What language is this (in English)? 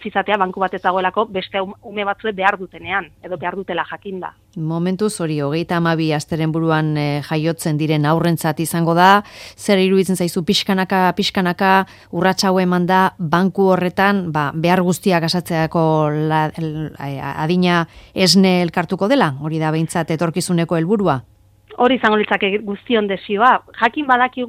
Basque